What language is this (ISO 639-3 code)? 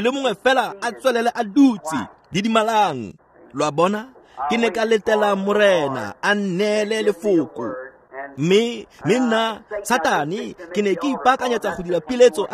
tsn